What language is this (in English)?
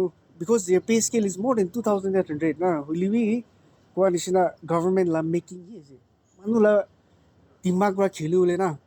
Naga Pidgin